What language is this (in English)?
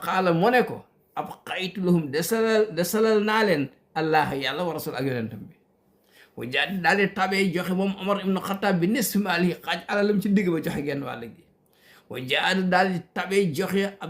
Wolof